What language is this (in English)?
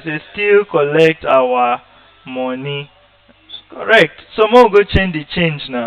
Nigerian Pidgin